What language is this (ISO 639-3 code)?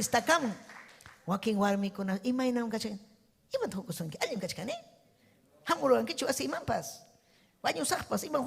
quy